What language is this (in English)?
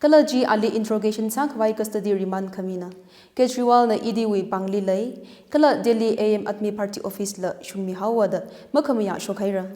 Tangkhul Naga (India)